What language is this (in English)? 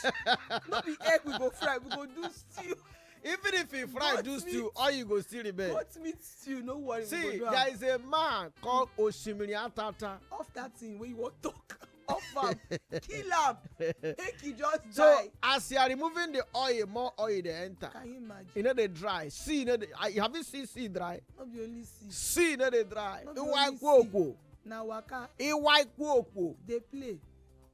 Nigerian Pidgin